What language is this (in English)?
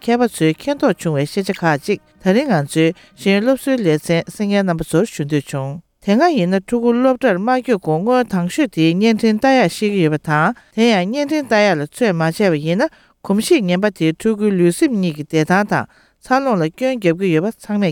Tibetan